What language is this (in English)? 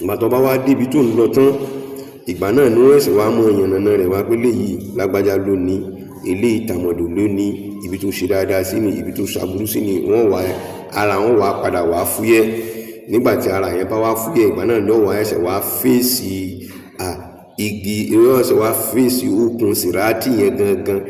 Yoruba